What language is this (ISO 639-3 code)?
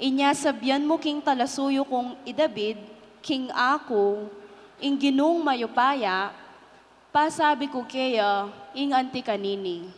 pam